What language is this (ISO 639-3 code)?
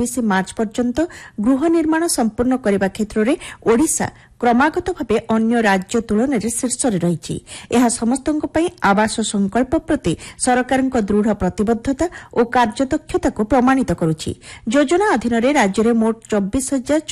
ori